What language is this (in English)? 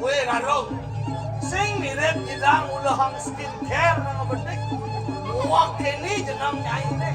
Balinese